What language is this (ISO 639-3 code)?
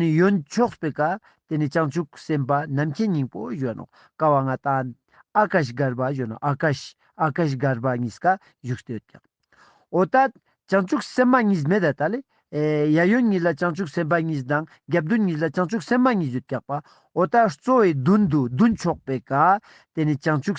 lbj